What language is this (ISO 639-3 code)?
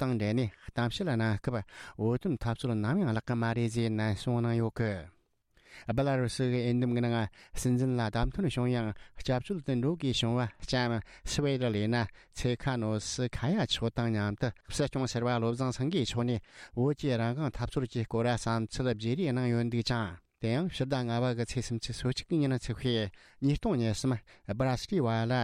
bod